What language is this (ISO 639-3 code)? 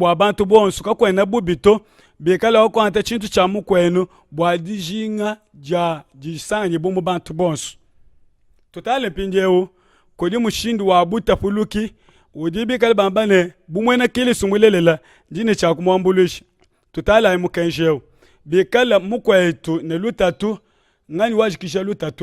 lua